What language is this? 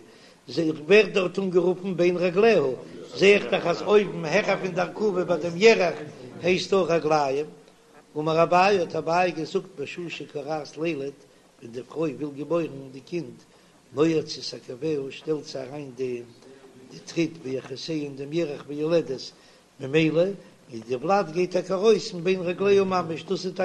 Yiddish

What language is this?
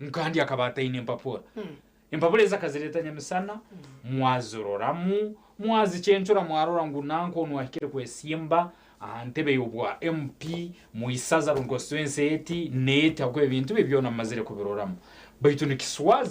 Nyankole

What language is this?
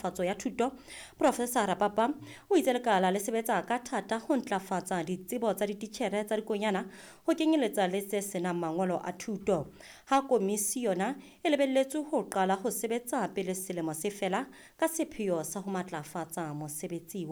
Southern Sotho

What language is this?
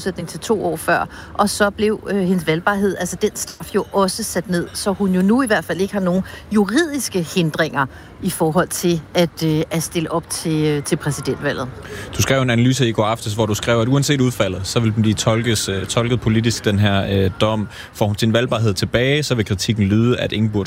Danish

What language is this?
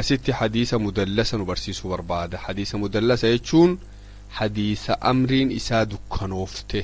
Oromo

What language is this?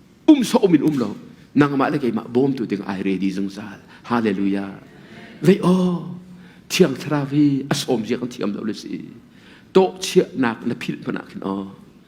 Hakha Chin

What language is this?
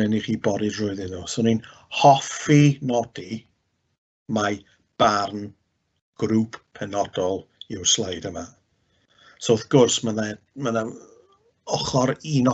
Welsh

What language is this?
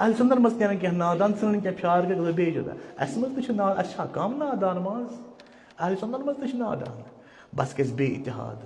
Kashmiri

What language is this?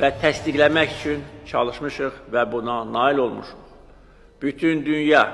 Azerbaijani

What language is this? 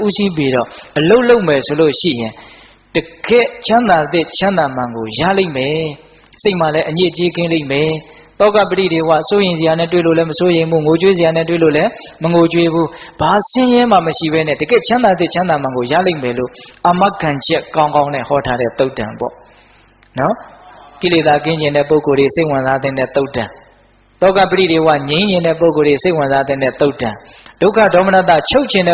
Burmese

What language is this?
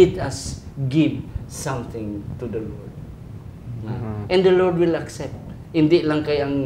Hiligaynon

